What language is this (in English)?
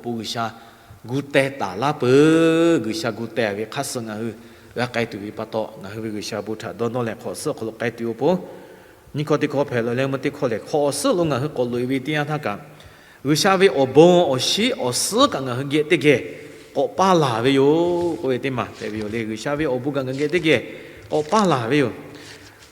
Lahu